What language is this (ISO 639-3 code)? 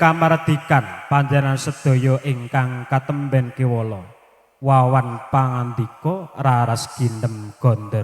jav